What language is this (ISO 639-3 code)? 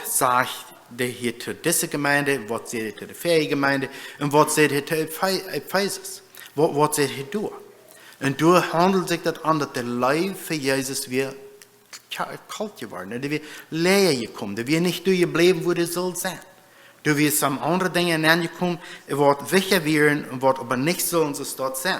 pdt